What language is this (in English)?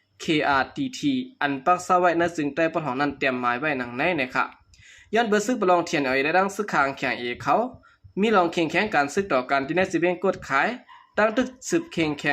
Shan